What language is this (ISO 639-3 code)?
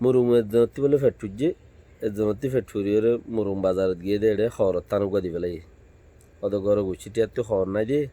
rhg